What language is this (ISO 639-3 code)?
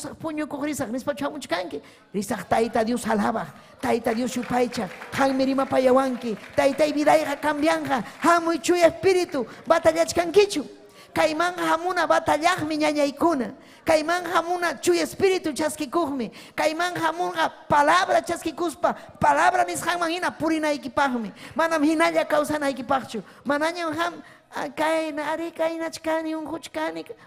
quy